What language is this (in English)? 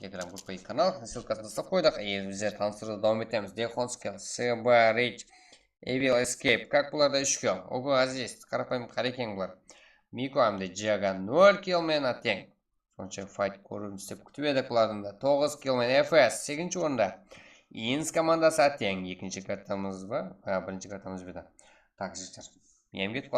Kara-Kalpak